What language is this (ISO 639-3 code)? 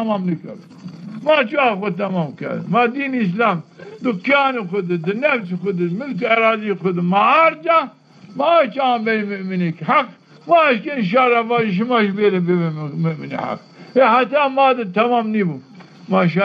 zza